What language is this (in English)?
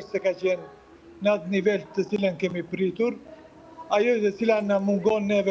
Albanian